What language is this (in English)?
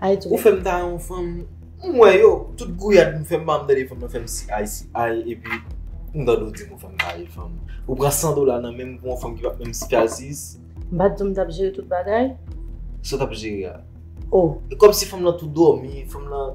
Haitian Creole